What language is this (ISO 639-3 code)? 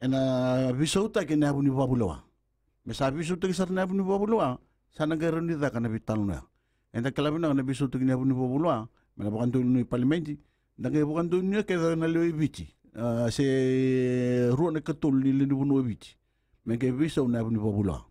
fij